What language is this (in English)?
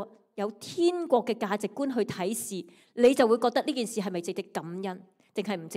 Cantonese